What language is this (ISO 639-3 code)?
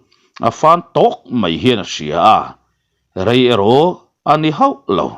lus